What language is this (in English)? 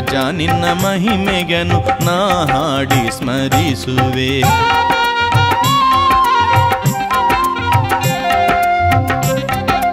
Kannada